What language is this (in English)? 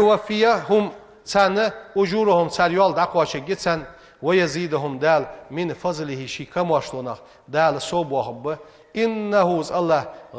Ingush